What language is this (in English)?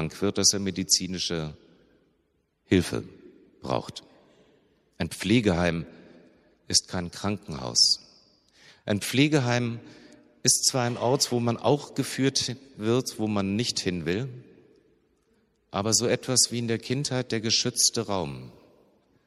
German